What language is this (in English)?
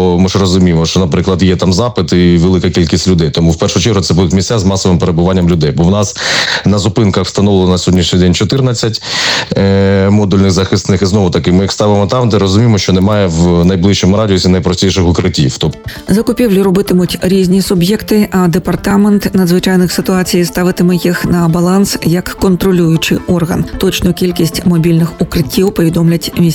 Ukrainian